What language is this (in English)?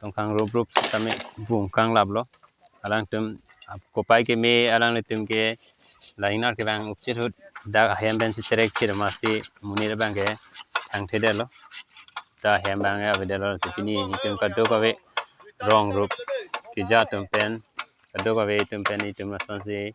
Karbi